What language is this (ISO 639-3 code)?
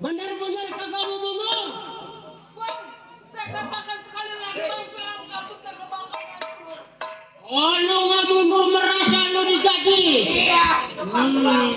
bew